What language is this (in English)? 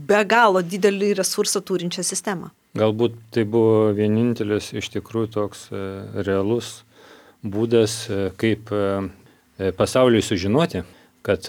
Lithuanian